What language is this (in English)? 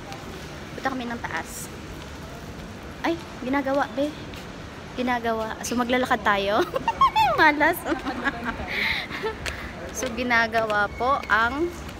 Filipino